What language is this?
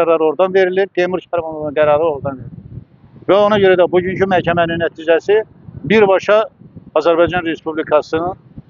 Azerbaijani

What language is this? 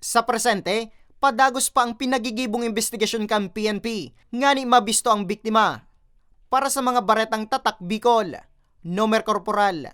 Bikol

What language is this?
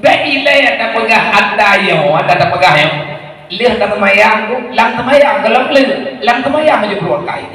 Achinese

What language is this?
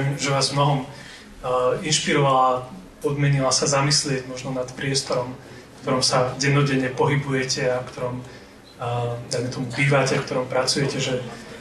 Slovak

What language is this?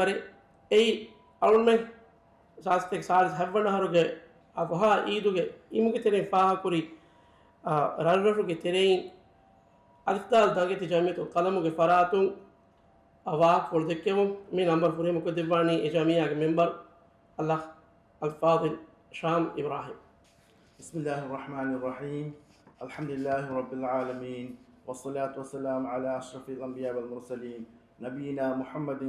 Divehi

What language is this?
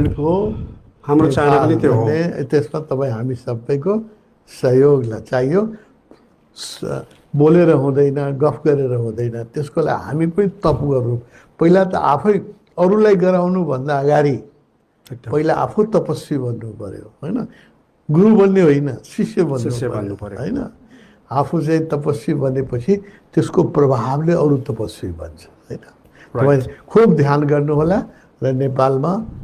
Nepali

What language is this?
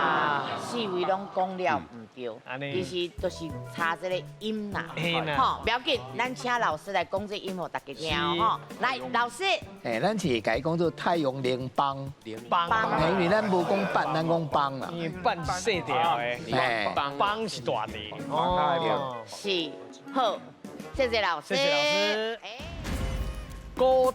Min Nan Chinese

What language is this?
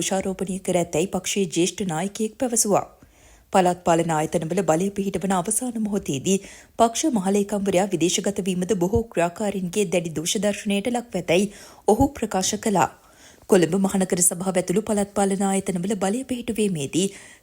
Sinhala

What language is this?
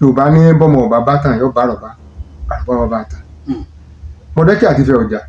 Yoruba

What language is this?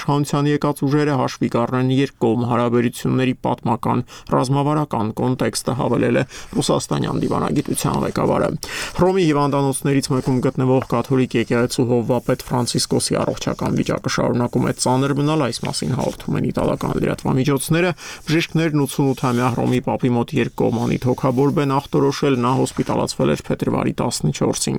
Armenian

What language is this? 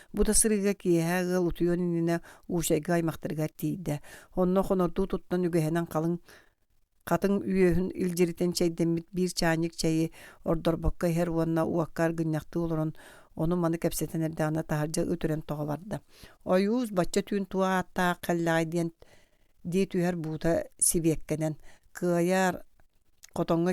Yakut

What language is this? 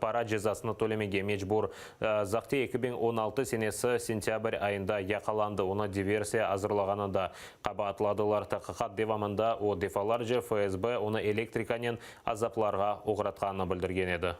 Crimean Tatar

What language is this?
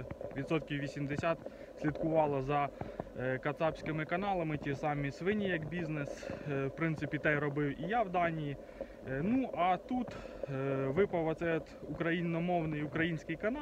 Ukrainian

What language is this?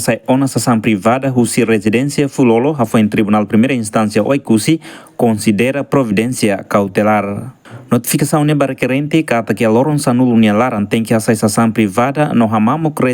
Tetum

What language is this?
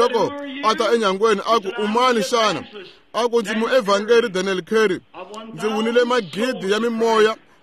Tsonga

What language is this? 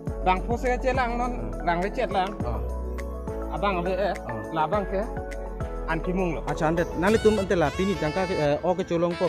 Karbi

